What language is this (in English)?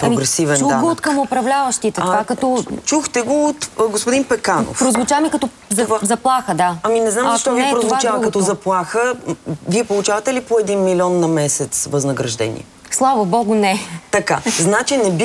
Bulgarian